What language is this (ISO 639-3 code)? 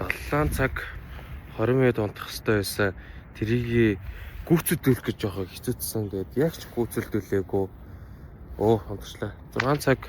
mon